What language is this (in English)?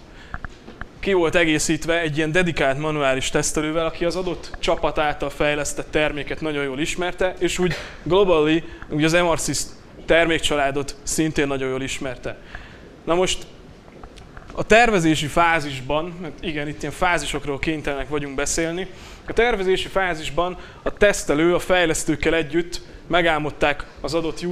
Hungarian